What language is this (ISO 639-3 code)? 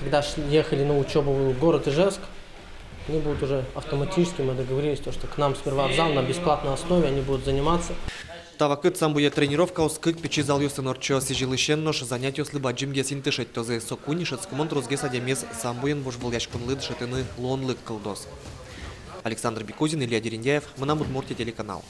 udm